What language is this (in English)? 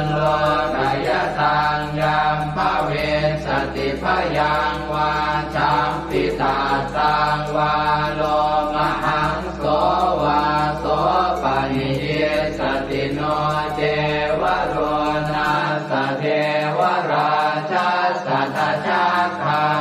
Pali